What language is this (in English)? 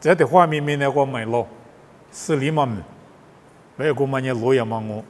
Lisu